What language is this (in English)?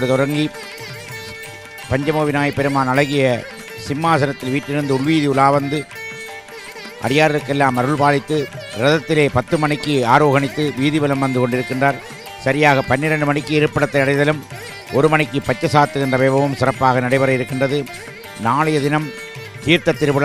Tamil